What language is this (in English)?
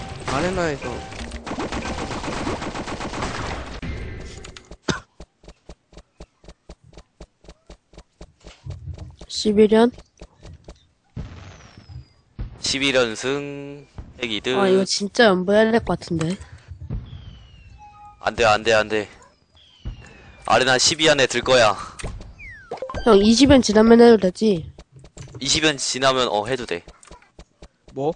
Korean